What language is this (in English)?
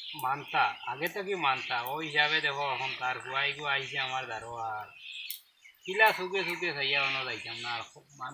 Sylheti